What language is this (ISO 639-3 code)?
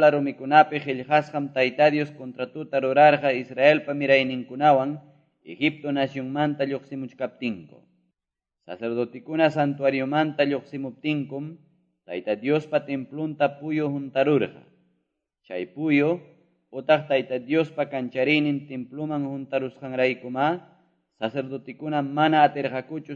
que